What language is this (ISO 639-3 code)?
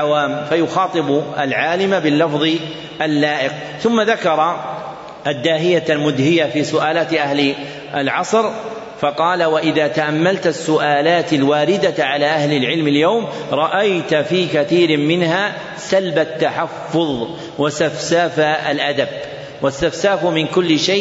ara